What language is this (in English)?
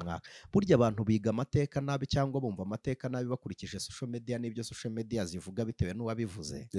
Kinyarwanda